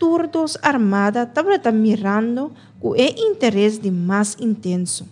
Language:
Papiamento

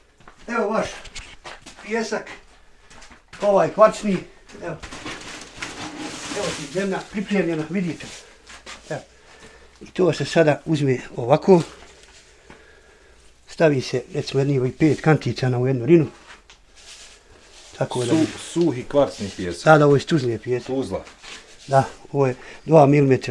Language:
Bosnian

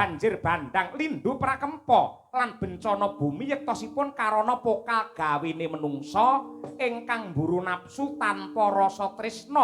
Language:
Javanese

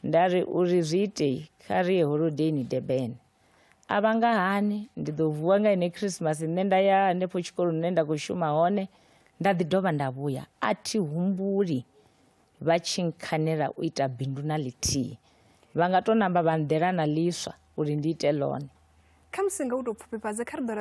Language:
Venda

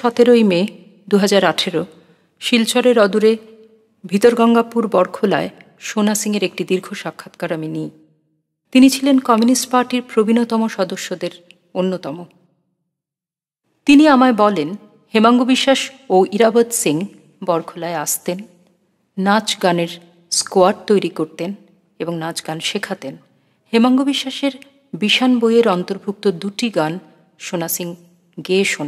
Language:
Bangla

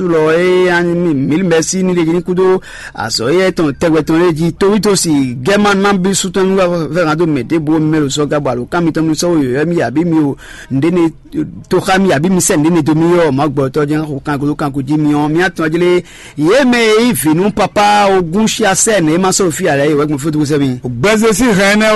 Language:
Fon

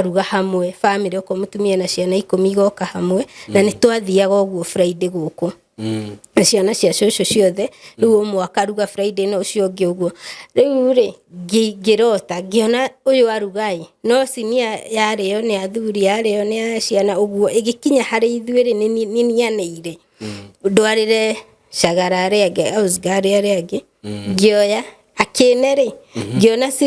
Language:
Kikuyu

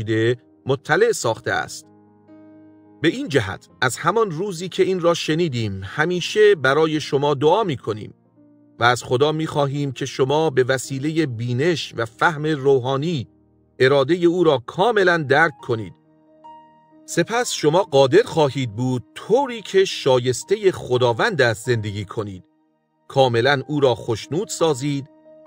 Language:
Persian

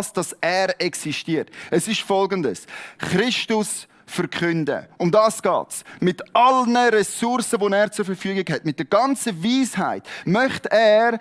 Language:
Swiss German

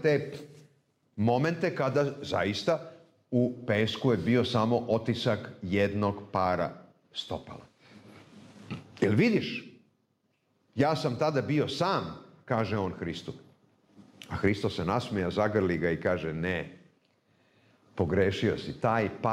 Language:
Serbian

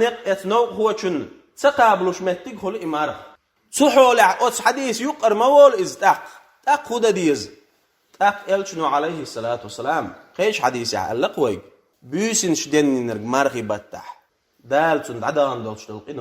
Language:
Chechen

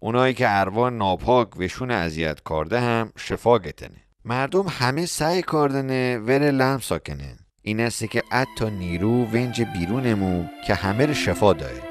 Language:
Mazanderani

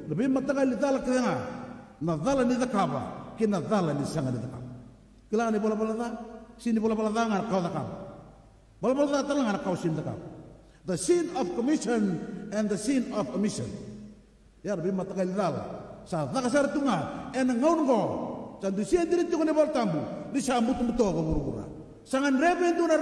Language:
Fijian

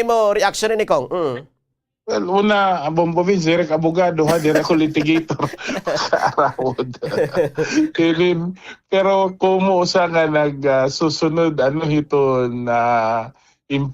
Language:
Waray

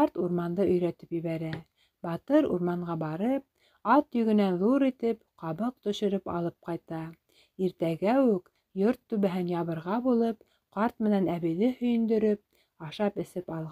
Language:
Bashkir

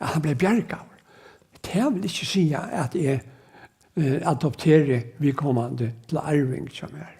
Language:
Faroese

